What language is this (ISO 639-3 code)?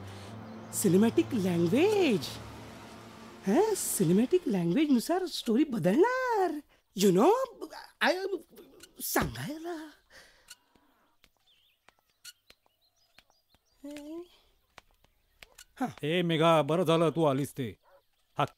mar